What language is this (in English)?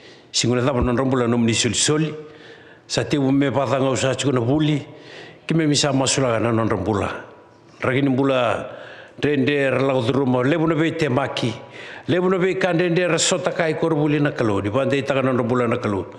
Fijian